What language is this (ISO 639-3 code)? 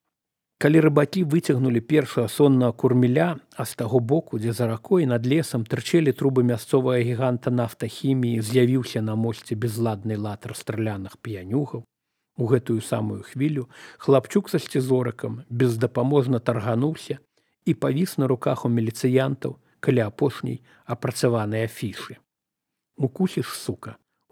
bel